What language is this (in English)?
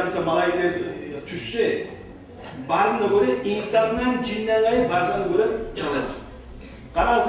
Kumyk